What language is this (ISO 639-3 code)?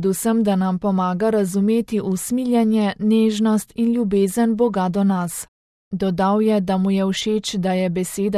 slv